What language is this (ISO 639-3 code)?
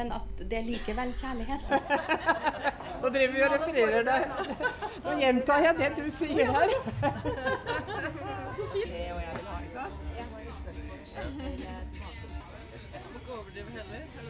nor